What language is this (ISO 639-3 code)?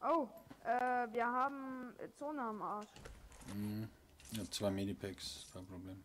bar